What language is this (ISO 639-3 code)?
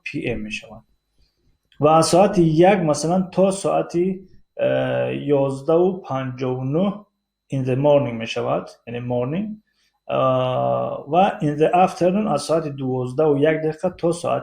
tgk